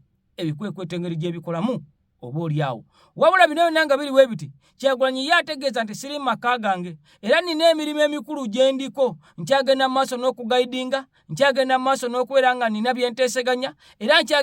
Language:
Ganda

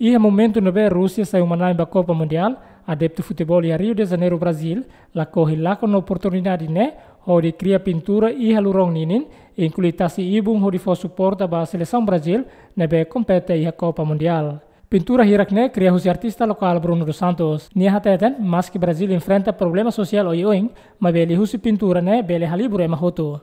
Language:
Tetum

